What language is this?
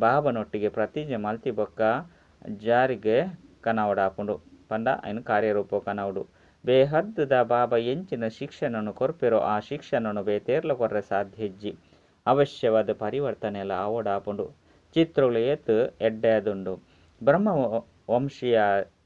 Tulu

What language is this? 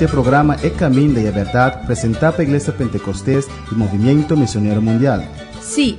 Papiamento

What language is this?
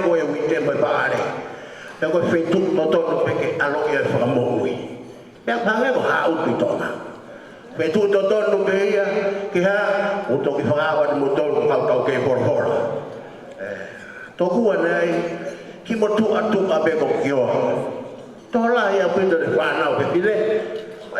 Tongan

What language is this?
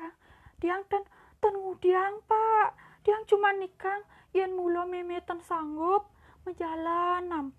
Balinese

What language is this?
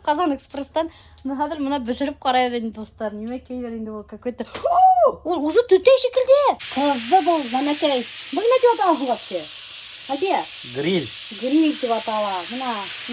Bashkir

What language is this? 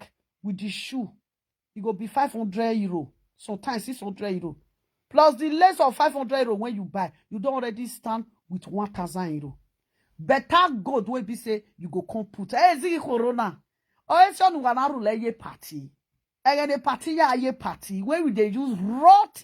Nigerian Pidgin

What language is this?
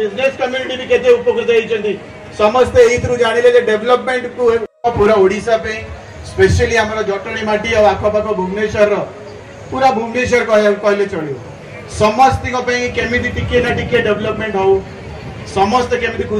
Odia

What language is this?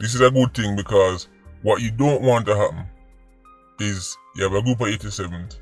Jamaican Creole English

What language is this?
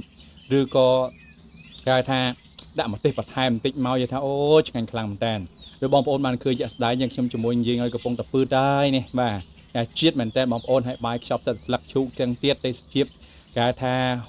Khmer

